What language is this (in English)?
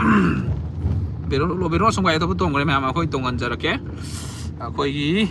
Manipuri